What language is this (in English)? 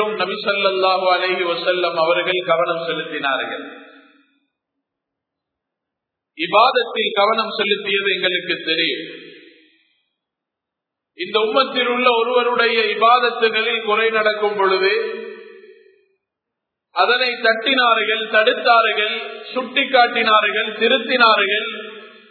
Tamil